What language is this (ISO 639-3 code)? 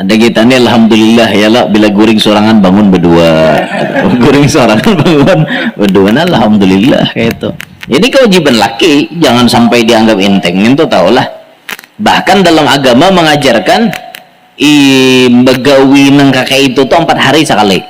bjn